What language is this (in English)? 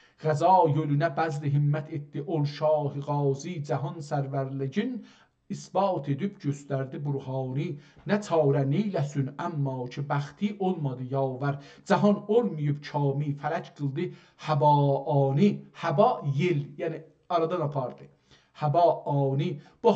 South Azerbaijani